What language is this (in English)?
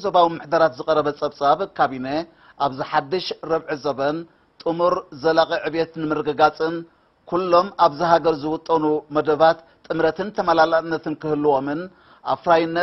Tigrinya